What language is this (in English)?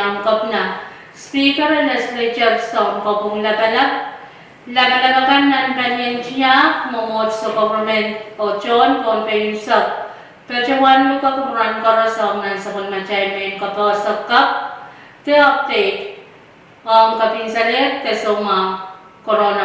Pohnpeian